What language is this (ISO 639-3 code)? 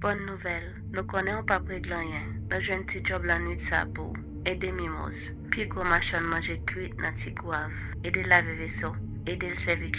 hat